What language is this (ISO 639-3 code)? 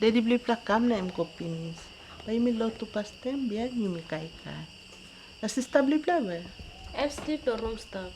tpi